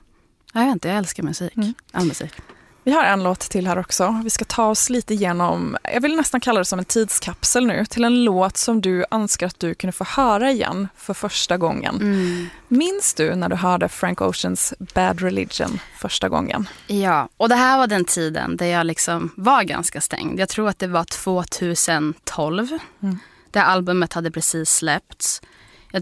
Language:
Swedish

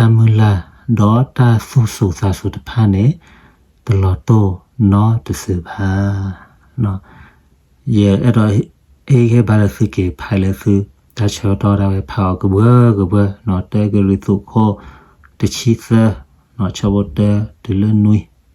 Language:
S'gaw Karen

